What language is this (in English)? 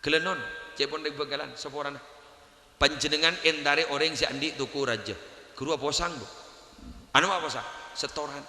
Madurese